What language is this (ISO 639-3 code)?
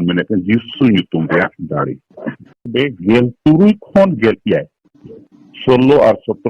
sat